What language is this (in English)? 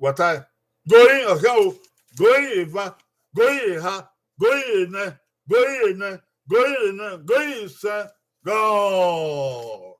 Bini